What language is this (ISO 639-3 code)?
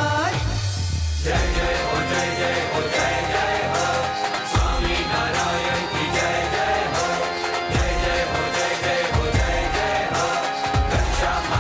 guj